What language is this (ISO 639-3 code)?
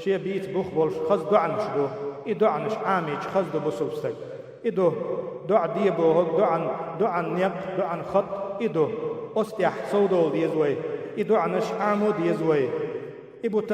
che